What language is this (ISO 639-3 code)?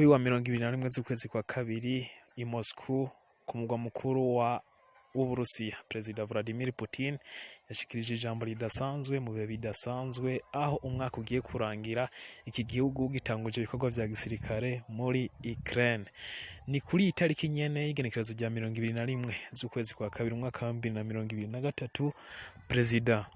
run